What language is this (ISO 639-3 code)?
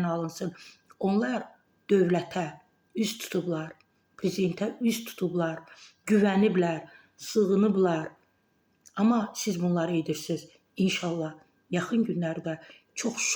aze